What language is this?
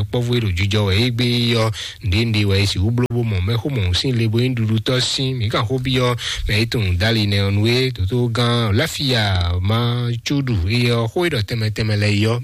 Fon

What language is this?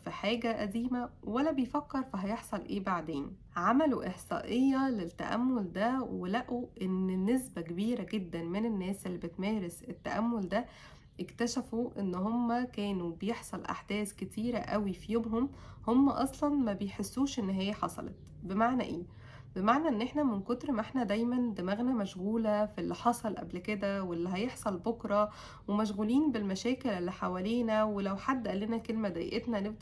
Egyptian Arabic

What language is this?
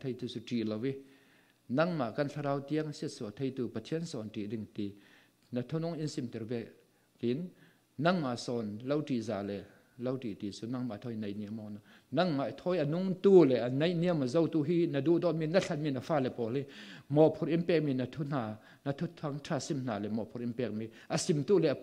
Falam Chin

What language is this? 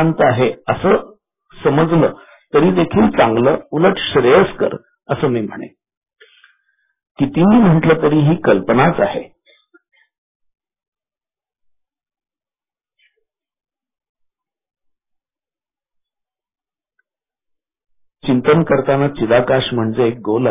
Marathi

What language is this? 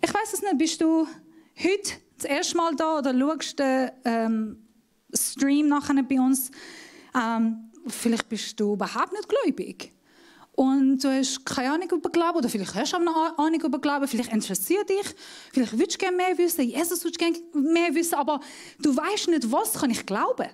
Swiss German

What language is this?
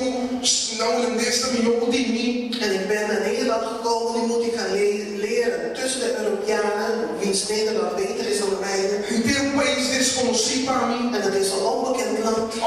Papiamento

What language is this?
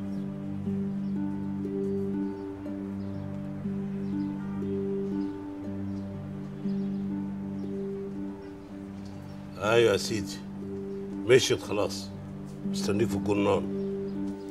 Egyptian Arabic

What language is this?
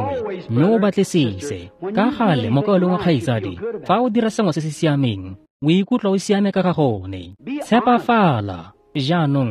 Tswana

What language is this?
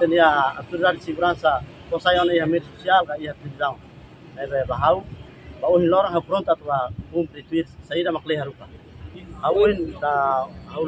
Tetum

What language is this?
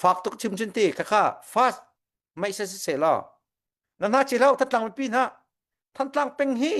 Hakha Chin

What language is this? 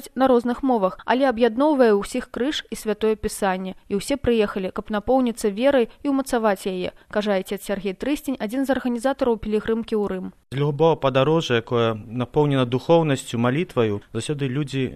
Belarusian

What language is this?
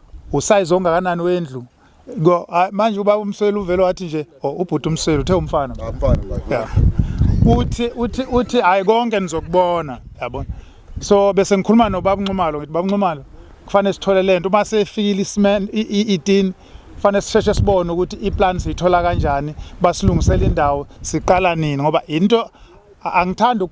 Zulu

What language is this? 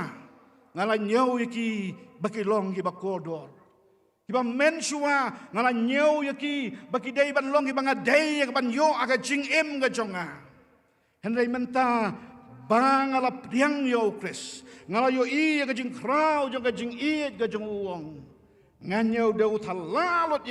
Khasi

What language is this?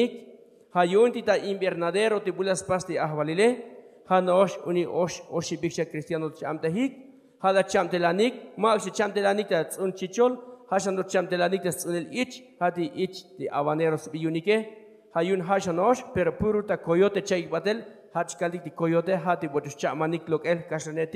Tzotzil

